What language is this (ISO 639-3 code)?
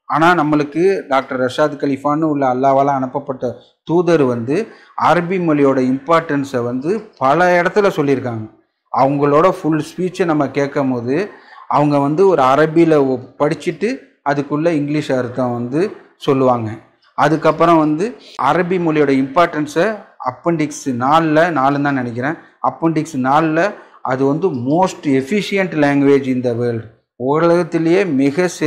tam